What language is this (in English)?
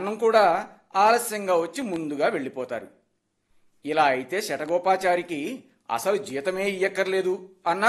Telugu